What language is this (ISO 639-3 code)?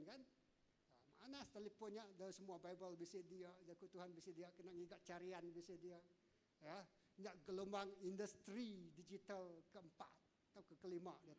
iba